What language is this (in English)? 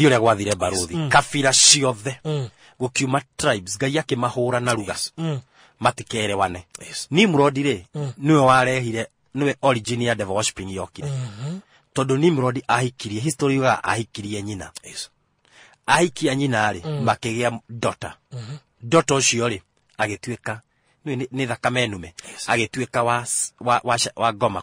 Kikuyu